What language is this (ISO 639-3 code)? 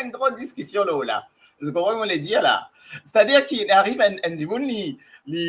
mfe